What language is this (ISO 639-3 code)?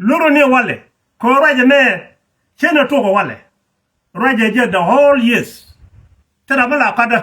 nus